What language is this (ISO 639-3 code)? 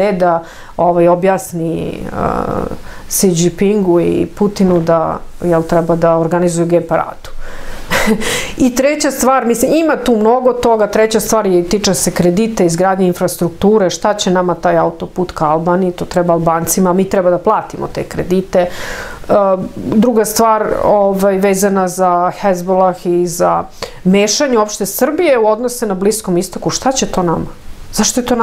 srp